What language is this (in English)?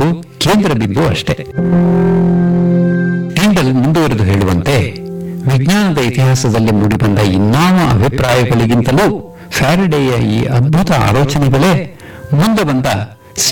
Kannada